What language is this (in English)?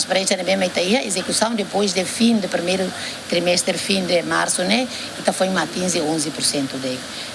Tetum